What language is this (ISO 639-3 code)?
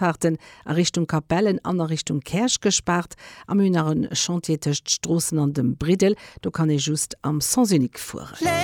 ltz